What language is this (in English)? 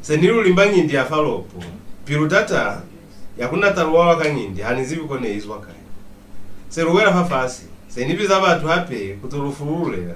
Lozi